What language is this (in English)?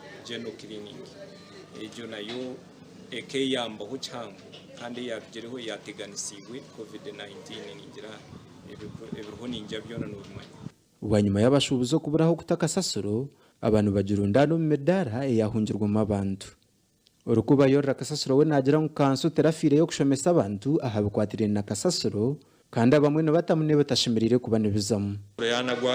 Nyankole